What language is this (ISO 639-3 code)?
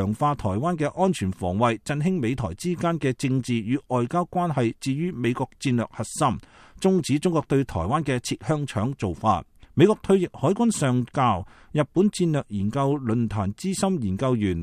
yue